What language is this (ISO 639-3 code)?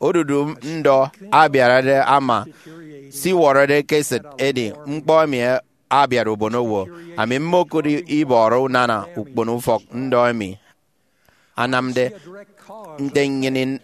efi